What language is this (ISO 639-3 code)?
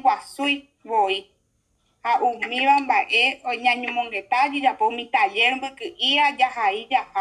grn